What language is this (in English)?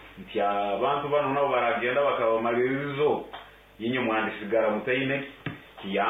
Nyankole